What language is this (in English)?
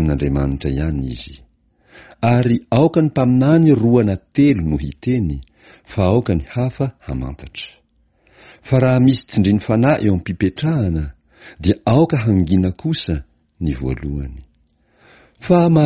Malagasy